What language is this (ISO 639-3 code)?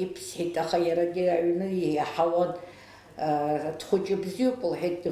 abk